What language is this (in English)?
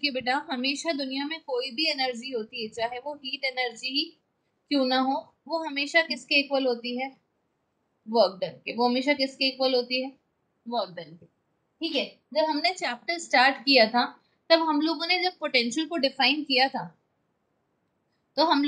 Hindi